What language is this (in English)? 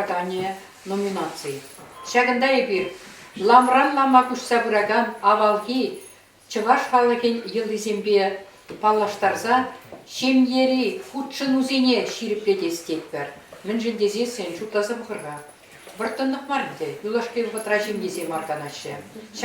Chuvash